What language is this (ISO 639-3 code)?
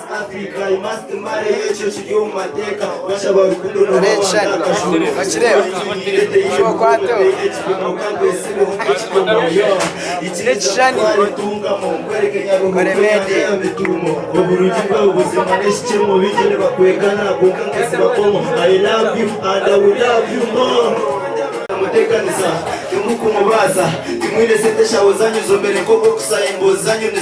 nyn